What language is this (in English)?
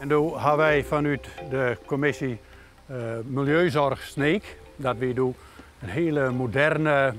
Western Frisian